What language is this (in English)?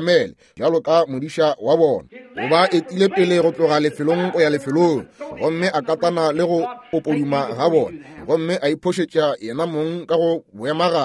Northern Sotho